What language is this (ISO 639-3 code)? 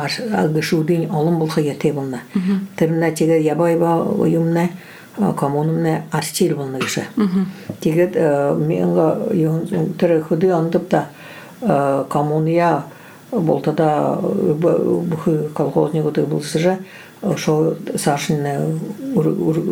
bua